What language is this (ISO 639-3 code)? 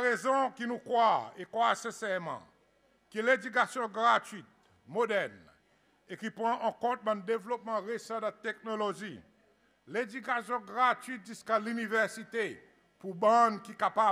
crs